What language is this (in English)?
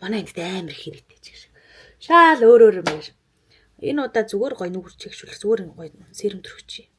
Mongolian